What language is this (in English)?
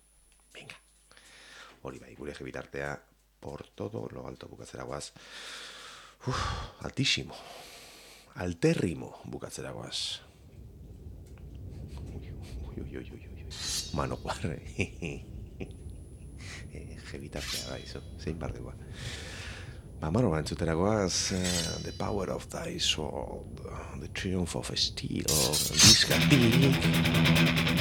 Basque